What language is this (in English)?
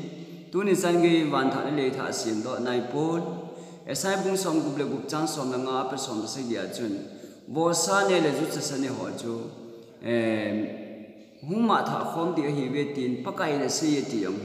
Thado Chin